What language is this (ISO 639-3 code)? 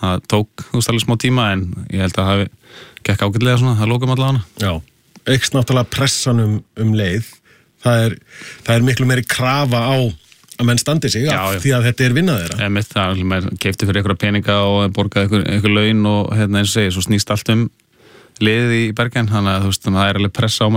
isl